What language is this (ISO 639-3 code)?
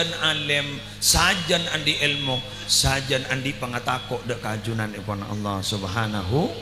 mad